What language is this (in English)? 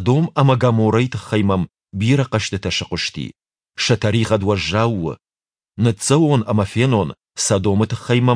Ossetic